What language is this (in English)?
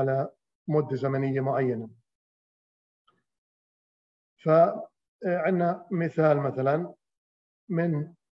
Arabic